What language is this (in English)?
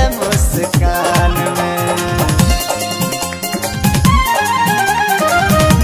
Bhojpuri